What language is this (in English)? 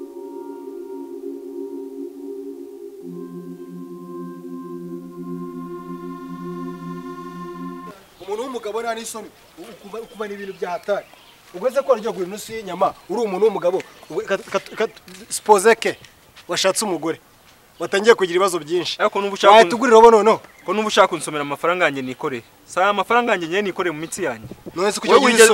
Kinyarwanda